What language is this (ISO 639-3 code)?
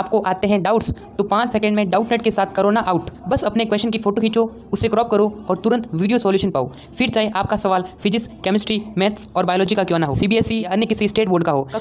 hin